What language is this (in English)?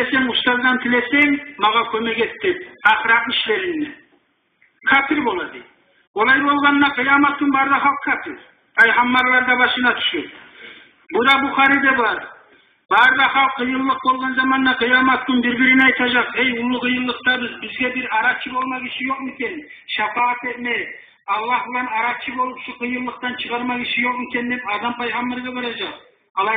Kumyk